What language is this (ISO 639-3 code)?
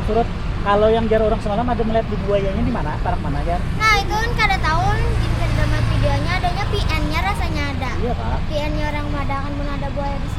bjn